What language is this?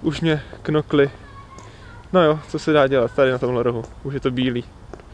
Czech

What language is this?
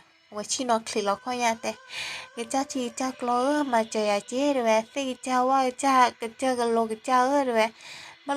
S'gaw Karen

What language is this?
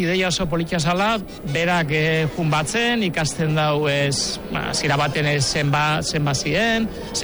Basque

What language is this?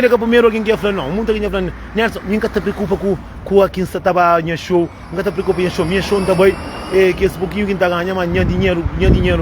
Kabuverdianu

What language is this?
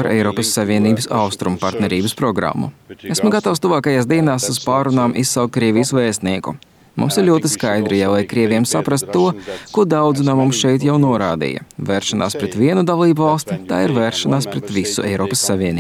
Latvian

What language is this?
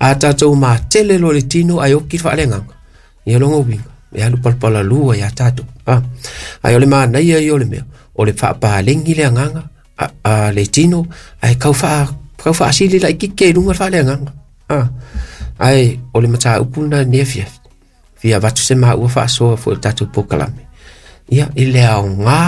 Samoan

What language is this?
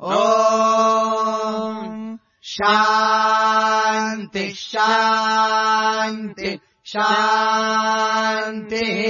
Sanskrit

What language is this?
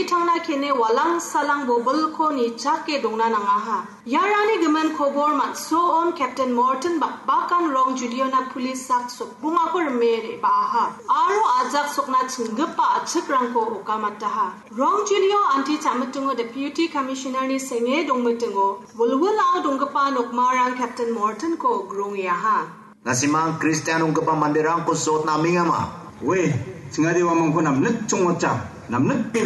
Garo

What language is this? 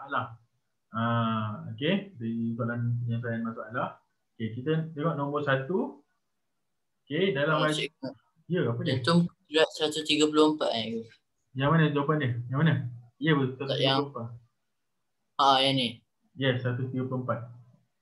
Malay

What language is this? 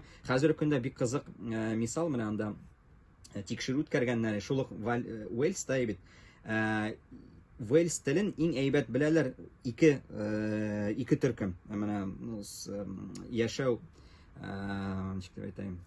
Tatar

